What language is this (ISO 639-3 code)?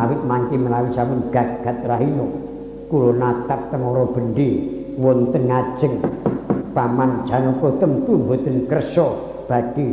jav